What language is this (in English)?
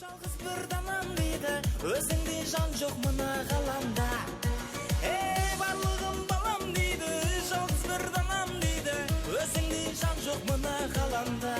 Kara-Kalpak